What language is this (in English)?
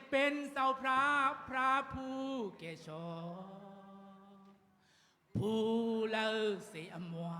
Shan